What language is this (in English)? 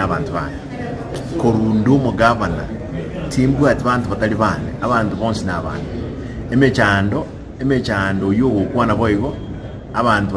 Gusii